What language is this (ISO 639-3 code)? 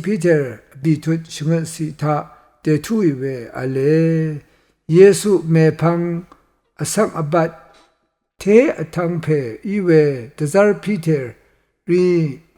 raw